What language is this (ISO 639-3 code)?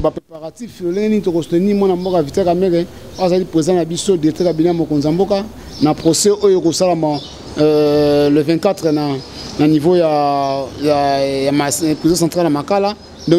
lin